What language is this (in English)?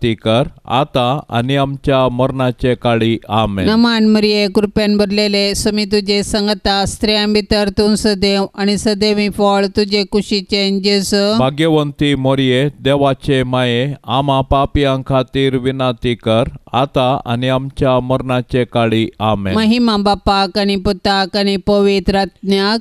Konkani